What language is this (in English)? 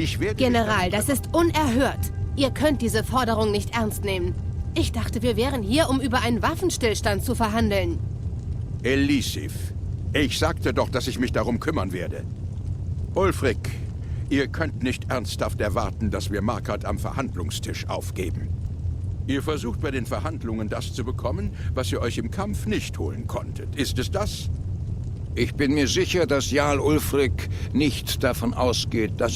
Swiss German